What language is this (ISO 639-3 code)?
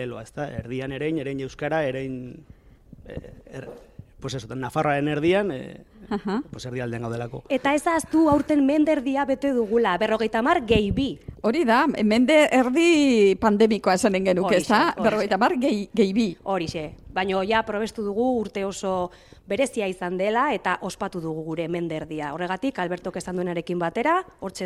eus